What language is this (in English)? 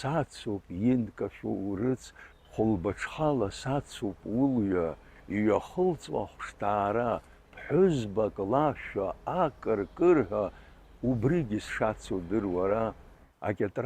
Abkhazian